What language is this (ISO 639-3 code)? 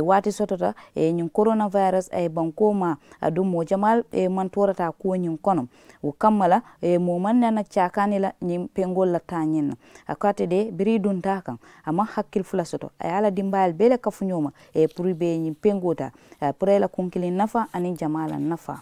man